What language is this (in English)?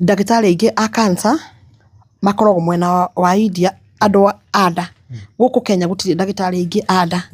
Kikuyu